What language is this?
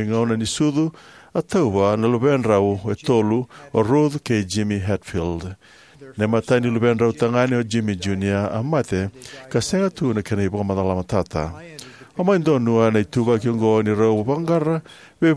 Fijian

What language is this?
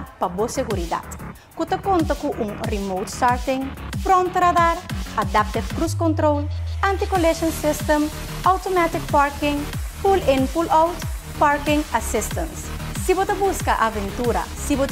Papiamento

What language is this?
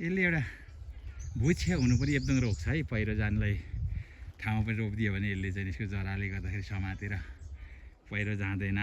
Nepali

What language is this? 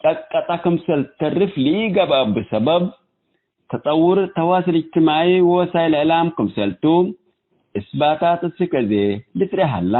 Tigre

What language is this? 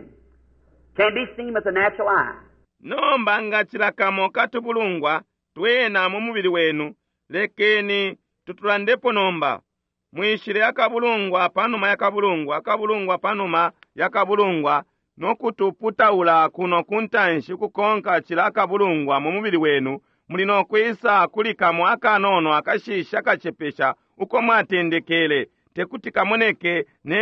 Bemba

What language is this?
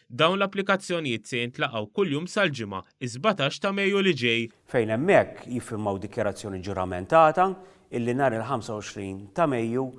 Maltese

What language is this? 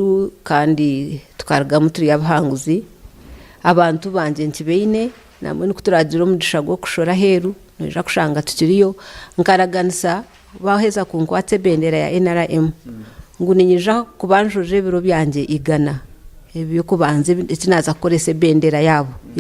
Nyankole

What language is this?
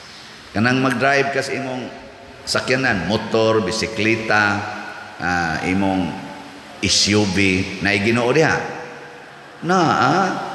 Cebuano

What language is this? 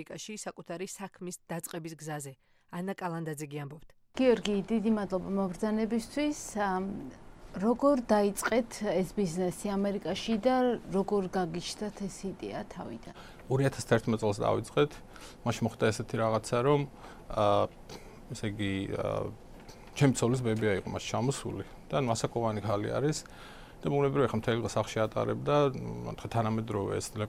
Georgian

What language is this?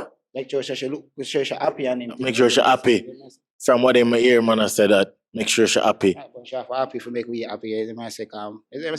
Jamaican Creole English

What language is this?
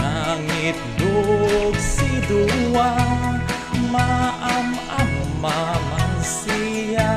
Iloko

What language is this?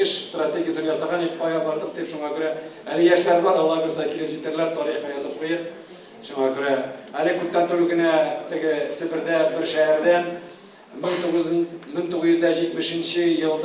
Tatar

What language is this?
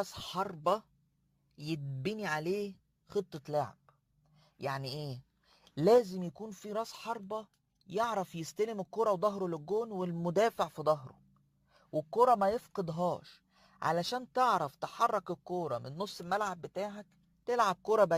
Egyptian Arabic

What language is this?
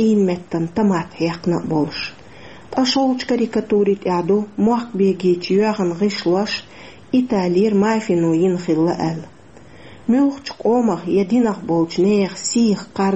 Chechen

